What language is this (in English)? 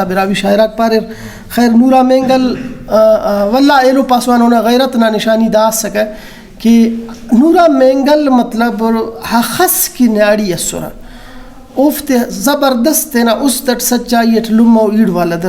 Brahui